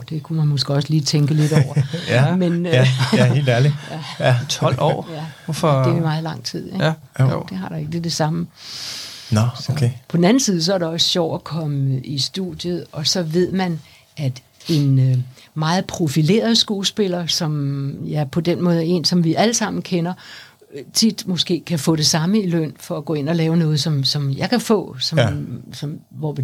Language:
Danish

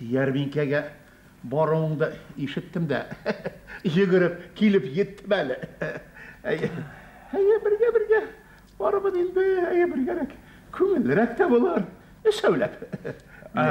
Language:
Bashkir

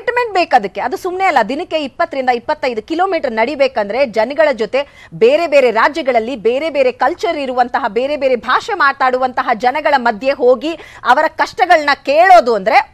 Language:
Kannada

